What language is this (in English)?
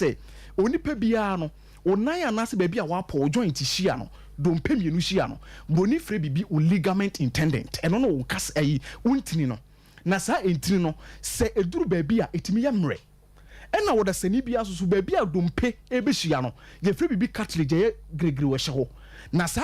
Akan